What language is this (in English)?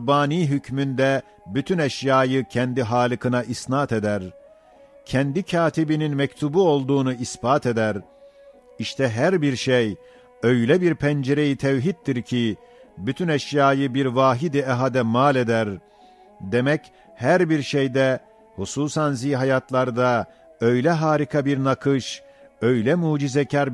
Ottoman Turkish